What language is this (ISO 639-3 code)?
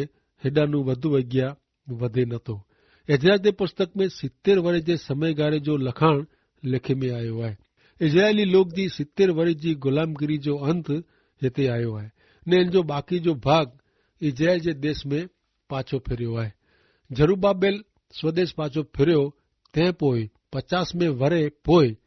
kfr